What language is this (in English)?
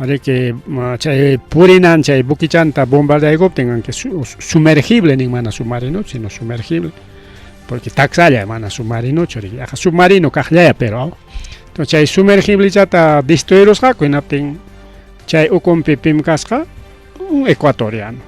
Ayacucho Quechua